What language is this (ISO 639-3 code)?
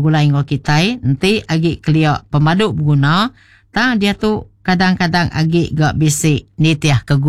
iba